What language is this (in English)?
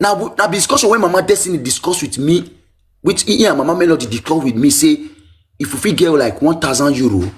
Nigerian Pidgin